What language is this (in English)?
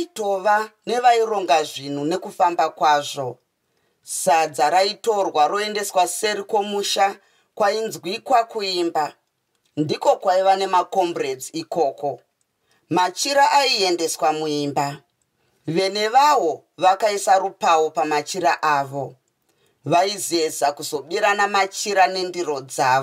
Shona